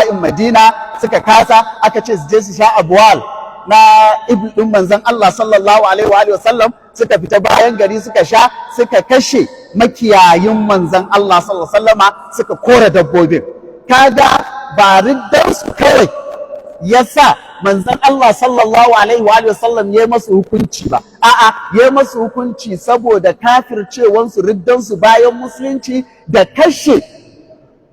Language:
Hausa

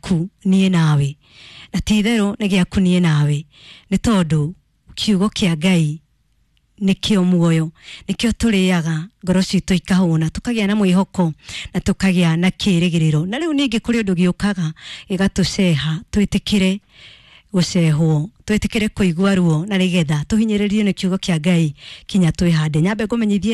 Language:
Kikuyu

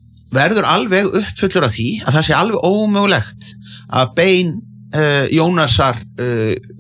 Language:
Icelandic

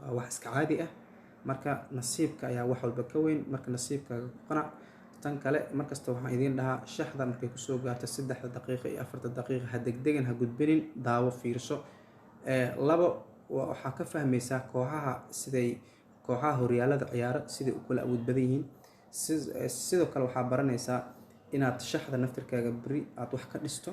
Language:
Somali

